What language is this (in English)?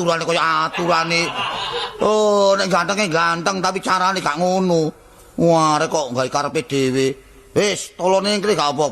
Javanese